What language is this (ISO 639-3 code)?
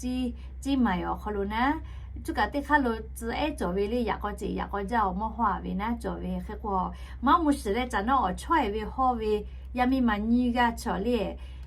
lhu